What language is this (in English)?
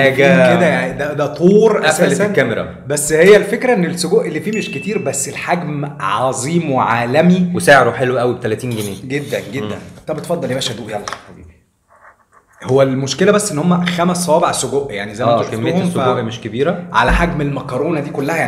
Egyptian Arabic